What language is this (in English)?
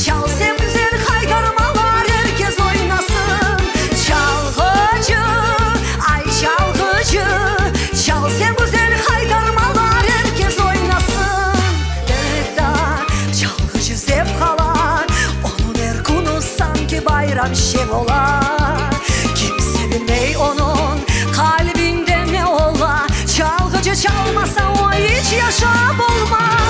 Crimean Tatar